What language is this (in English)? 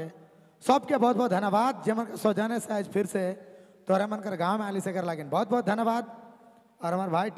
Sadri